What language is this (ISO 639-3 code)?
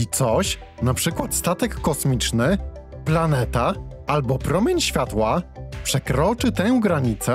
pol